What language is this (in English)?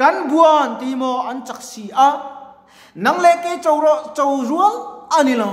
Mizo